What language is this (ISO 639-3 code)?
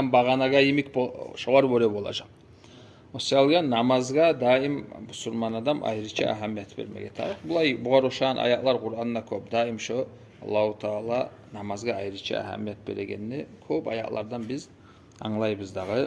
kum